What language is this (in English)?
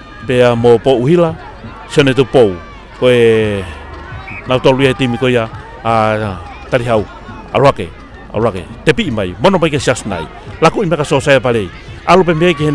Tongan